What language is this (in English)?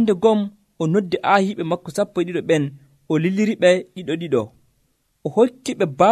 Nigerian Fulfulde